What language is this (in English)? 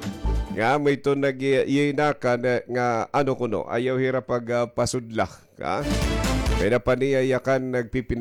Waray